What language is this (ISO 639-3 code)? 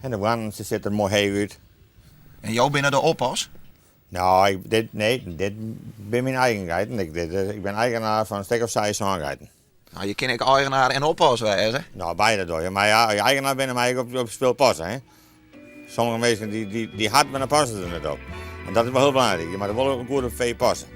fry